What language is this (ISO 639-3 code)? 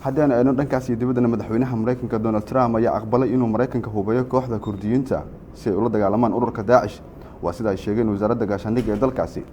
som